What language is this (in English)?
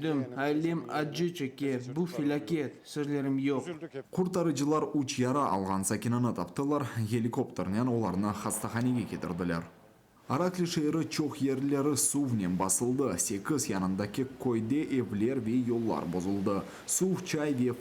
Crimean Tatar